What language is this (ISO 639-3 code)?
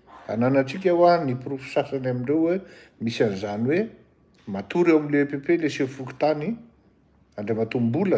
mlg